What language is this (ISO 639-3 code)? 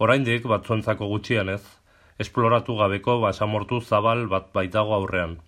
eus